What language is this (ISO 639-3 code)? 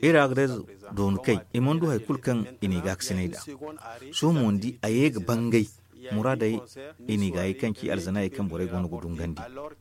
dje